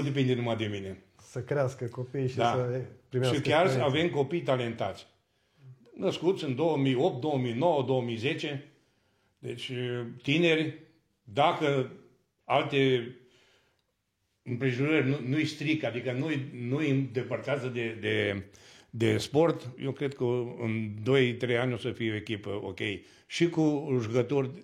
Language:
Romanian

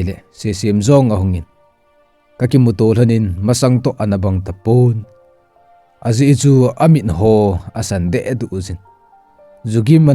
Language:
Thado Chin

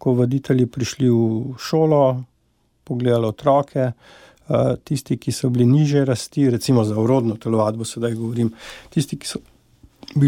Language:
Slovenian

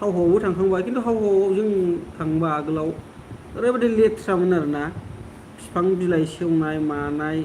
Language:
Bodo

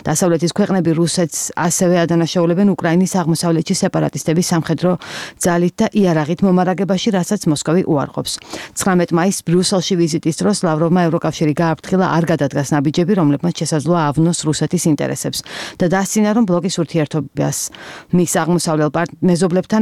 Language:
Georgian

